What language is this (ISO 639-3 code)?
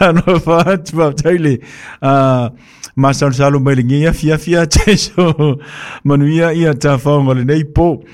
smo